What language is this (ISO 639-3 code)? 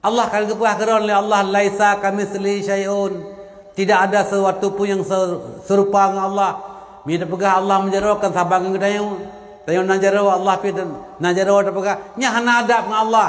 ace